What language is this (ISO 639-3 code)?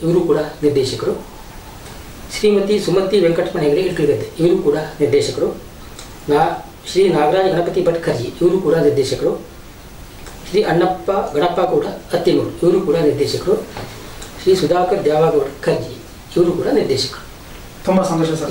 kan